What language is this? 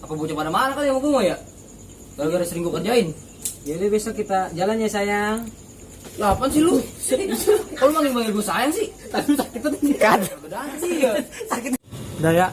Betawi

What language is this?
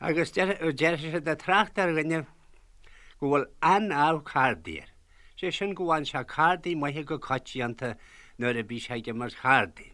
Irish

